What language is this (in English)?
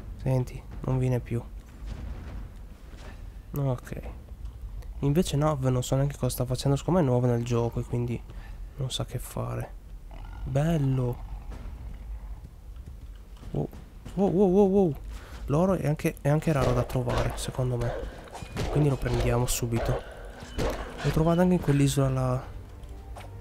Italian